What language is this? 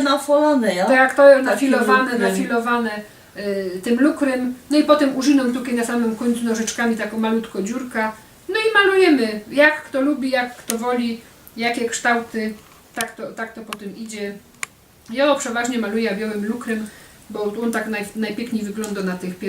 Silesian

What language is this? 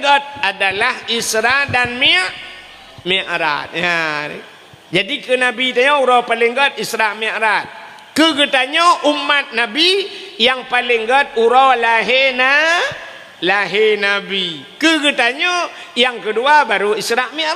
Achinese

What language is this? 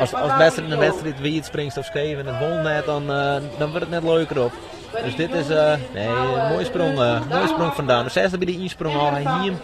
Western Frisian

